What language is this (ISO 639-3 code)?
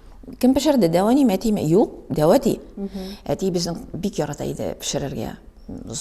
tat